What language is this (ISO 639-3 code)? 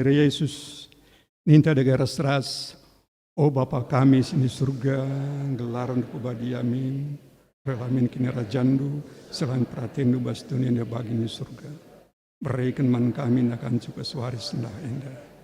btx